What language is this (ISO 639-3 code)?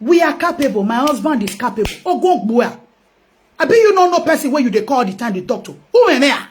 pcm